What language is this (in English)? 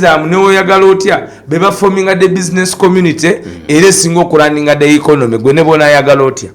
Ganda